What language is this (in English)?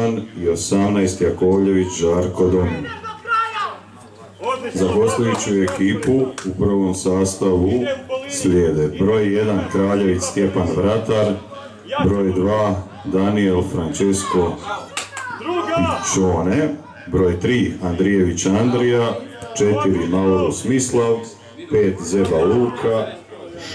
Croatian